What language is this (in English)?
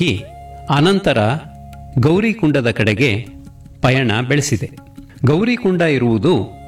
Kannada